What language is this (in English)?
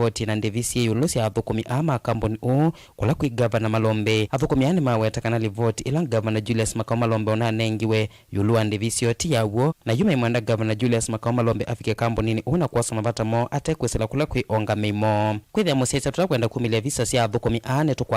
Kamba